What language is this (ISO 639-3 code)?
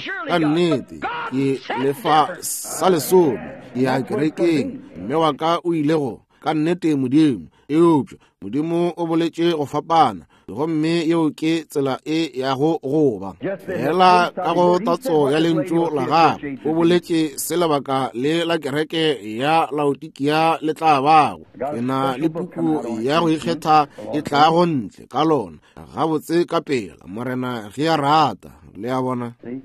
nso